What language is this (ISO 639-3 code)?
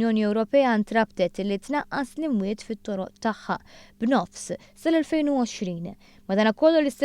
mlt